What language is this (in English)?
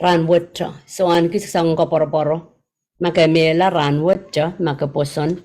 Pohnpeian